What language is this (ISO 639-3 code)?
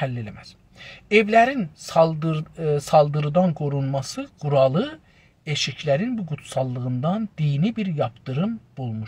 azb